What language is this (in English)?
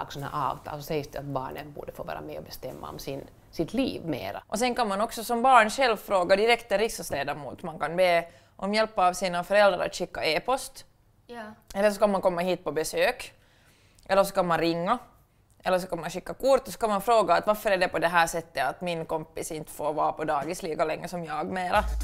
Swedish